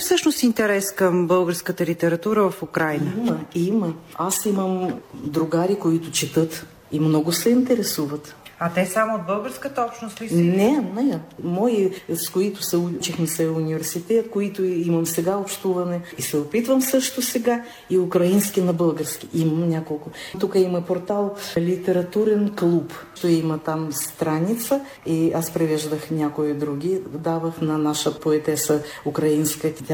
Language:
Bulgarian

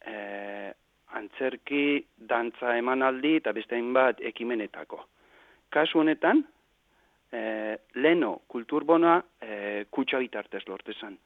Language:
Basque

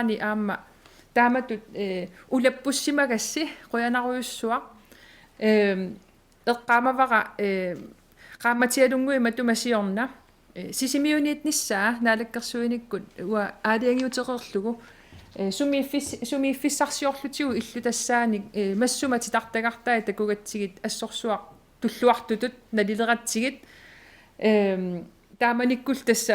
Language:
Kalaallisut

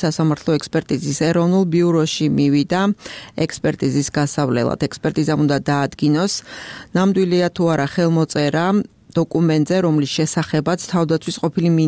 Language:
Georgian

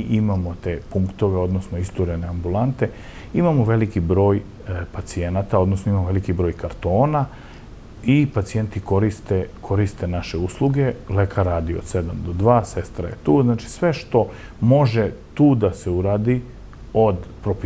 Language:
Serbian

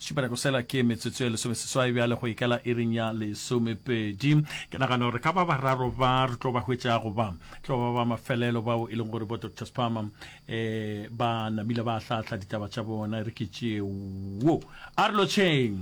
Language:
Northern Sotho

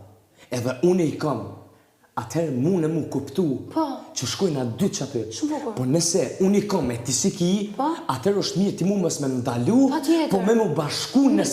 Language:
Albanian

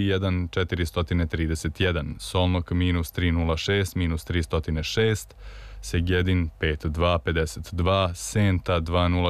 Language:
Serbian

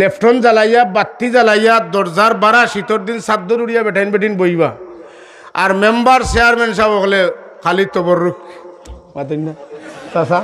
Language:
Sylheti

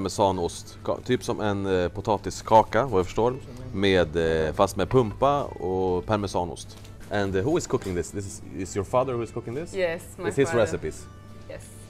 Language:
Swedish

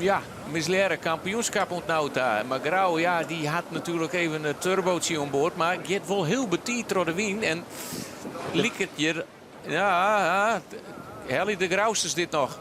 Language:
Western Frisian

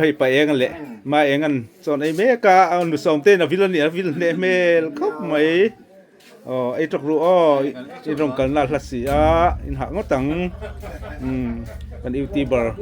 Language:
Mizo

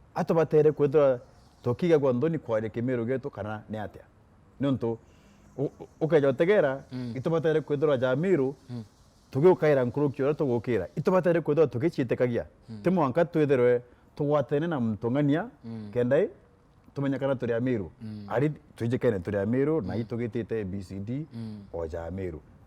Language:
Meru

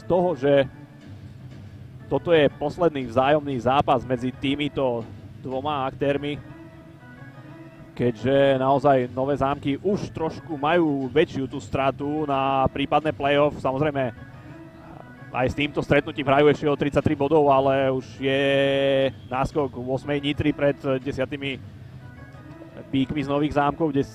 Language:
Slovak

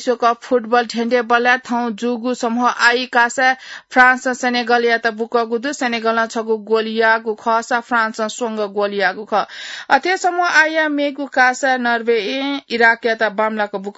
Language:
Newari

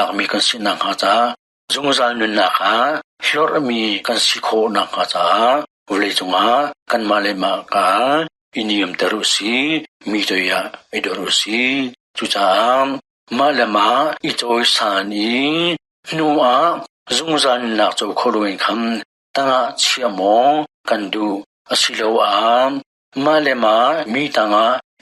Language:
Hakha Chin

